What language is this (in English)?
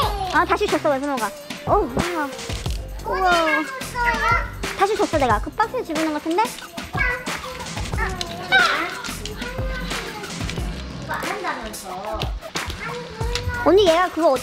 Korean